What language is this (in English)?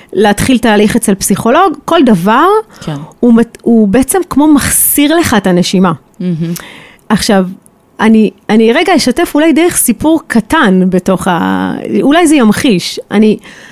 Hebrew